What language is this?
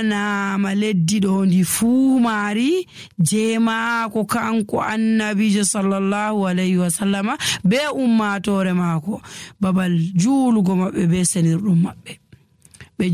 Nigerian Fulfulde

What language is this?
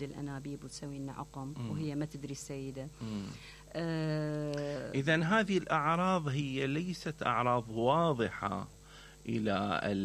Mesopotamian Arabic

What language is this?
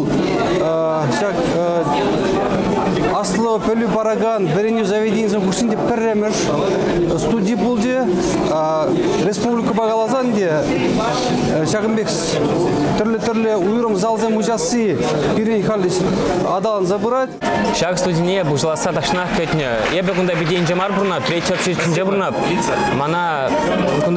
Chuvash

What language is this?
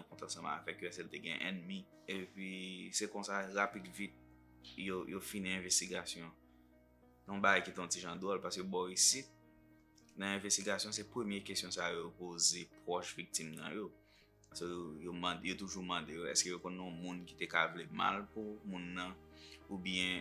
Haitian Creole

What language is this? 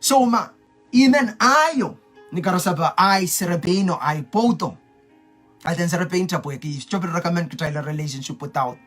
Pohnpeian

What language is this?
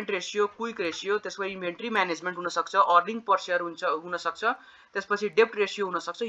Nepali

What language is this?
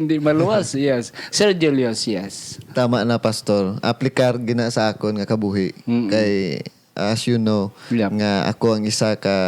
Hiligaynon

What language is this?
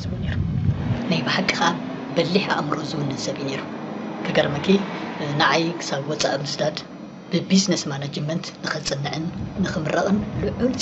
Tigrinya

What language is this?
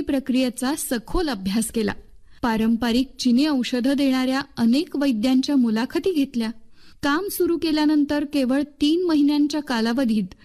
Marathi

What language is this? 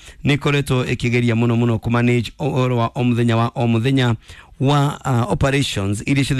Kikuyu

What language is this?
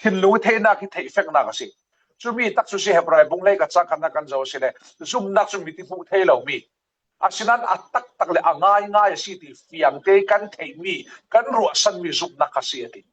Falam Chin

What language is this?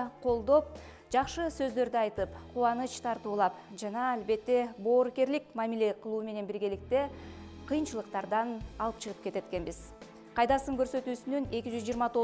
Kyrgyz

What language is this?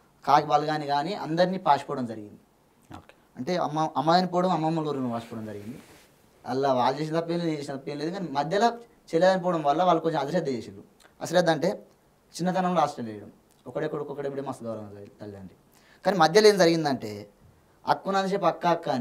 Telugu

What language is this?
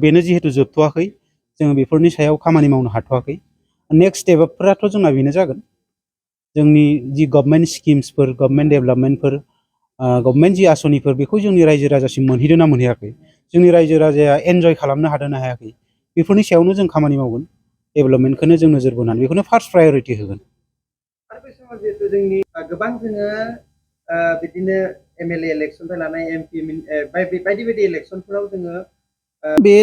Bodo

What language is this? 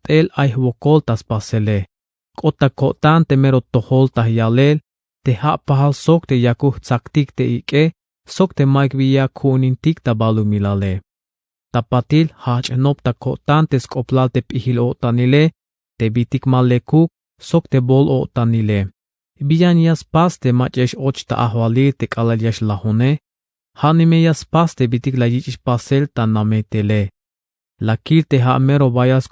Tzeltal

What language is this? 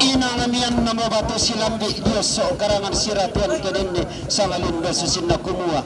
Toraja-Sa'dan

